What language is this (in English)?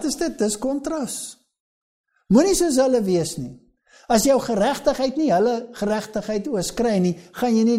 Afrikaans